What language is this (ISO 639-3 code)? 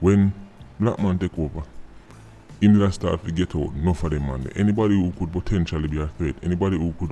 jam